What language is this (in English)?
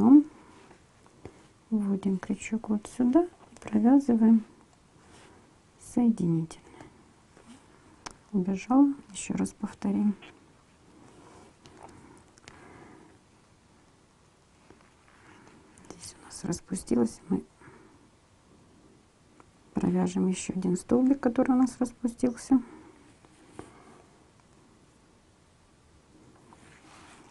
Russian